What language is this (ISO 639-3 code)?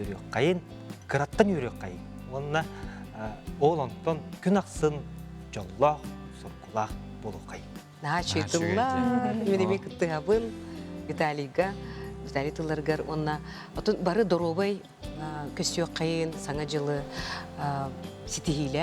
sah